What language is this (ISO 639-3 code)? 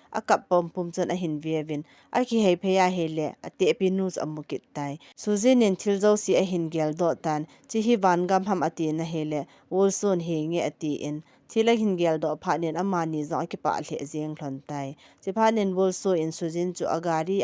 tcz